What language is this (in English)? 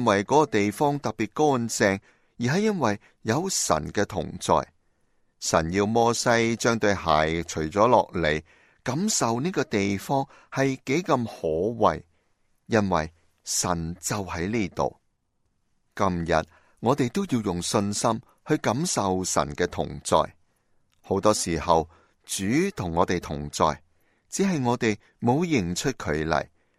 Cantonese